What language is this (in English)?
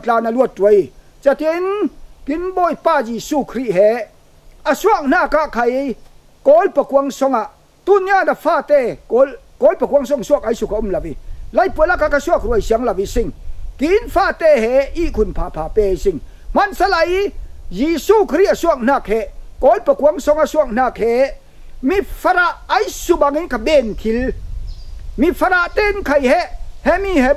Falam Chin